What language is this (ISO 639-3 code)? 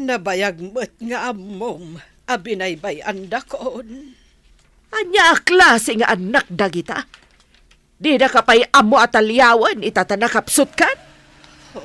ilo